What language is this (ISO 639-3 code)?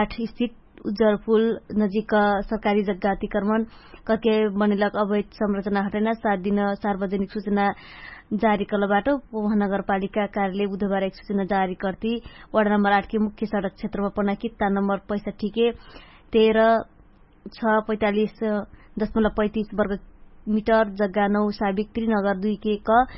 thl